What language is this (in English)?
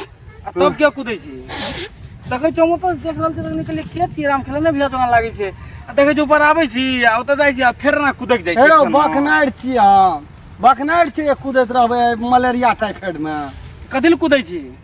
Maithili